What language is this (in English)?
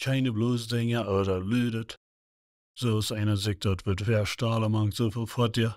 Plautdietsch